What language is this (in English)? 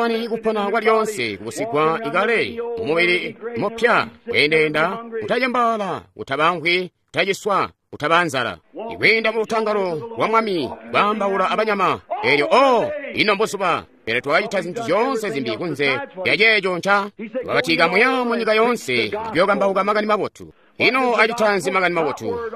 Tonga (Zambia)